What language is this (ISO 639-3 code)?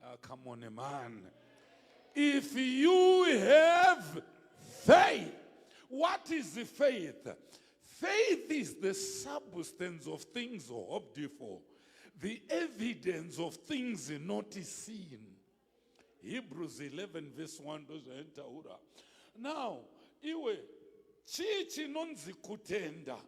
sna